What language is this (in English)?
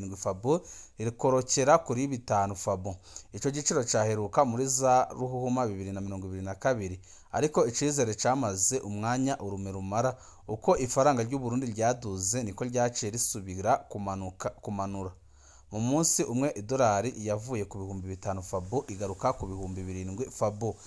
Rundi